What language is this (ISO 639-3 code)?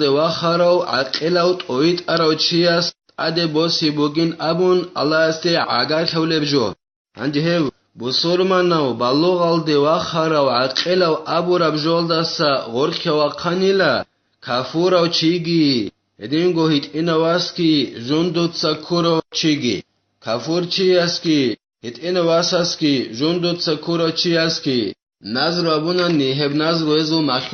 ava